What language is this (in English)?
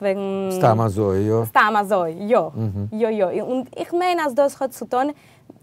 Yiddish